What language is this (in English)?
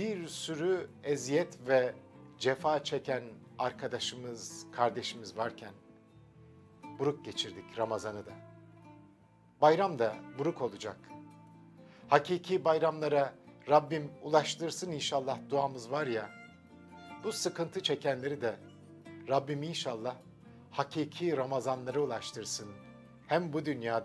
Turkish